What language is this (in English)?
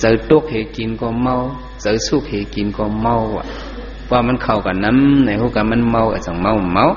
Shan